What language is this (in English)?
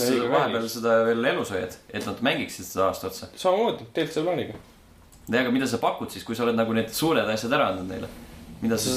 Estonian